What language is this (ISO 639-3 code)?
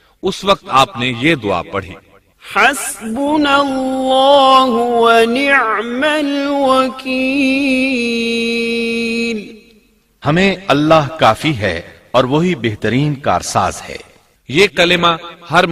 urd